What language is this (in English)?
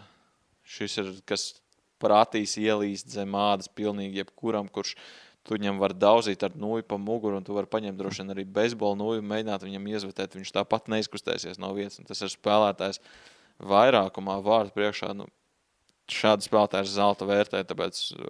Latvian